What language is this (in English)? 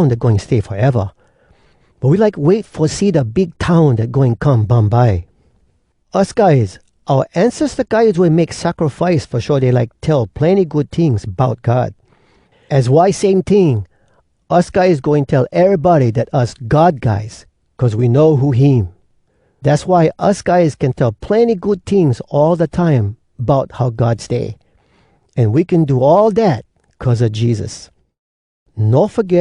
Hawai'i Creole English